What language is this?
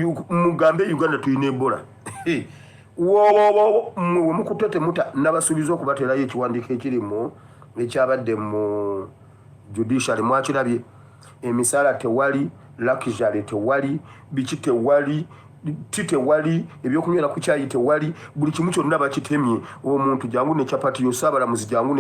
Ganda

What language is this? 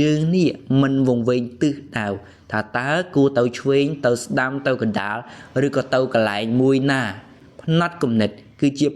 Khmer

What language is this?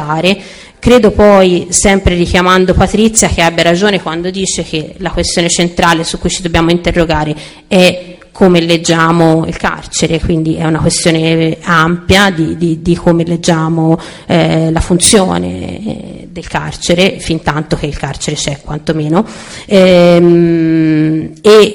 Italian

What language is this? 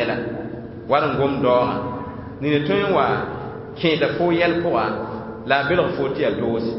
Mossi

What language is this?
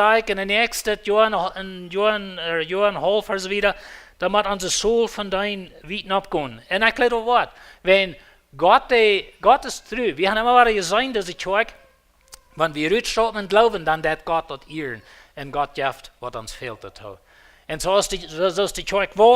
Plautdietsch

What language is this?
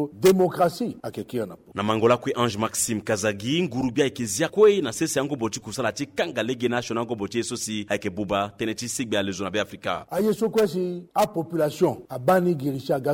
Sango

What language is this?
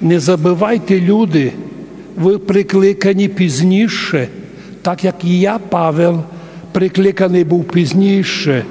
Rusyn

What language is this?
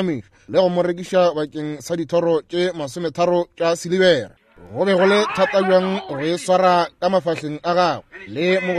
Northern Sotho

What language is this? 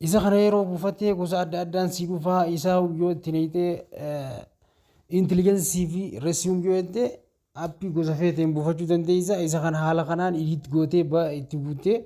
Oromo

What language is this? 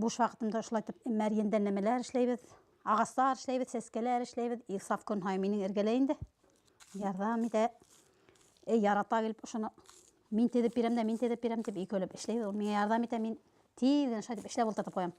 Bashkir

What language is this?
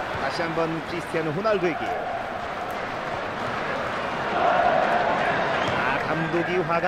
Korean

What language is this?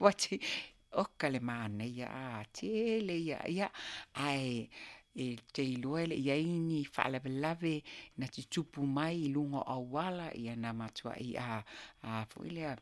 Samoan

